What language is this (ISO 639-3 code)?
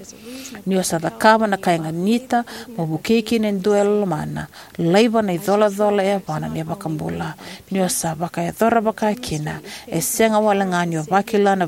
fij